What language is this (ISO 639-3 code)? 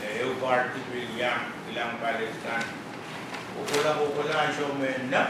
pon